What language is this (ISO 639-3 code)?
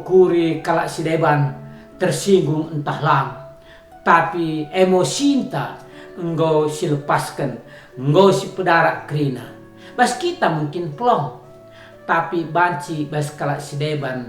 btx